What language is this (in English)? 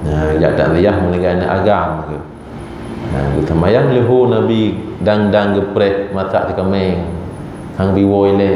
Achinese